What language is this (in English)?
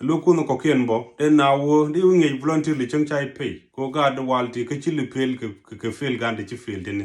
Nuer